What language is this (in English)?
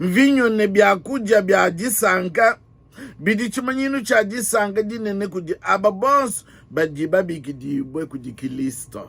Luba-Lulua